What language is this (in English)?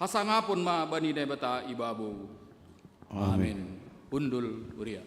Batak Simalungun